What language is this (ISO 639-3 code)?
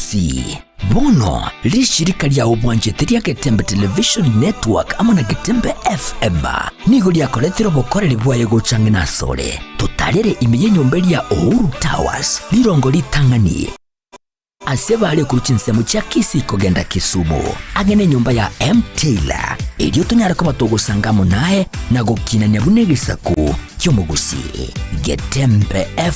guz